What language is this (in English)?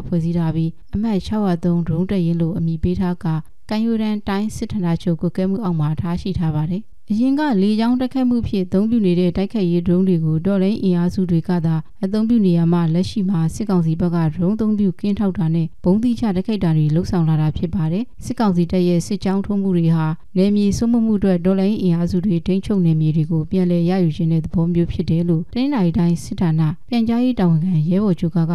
Burmese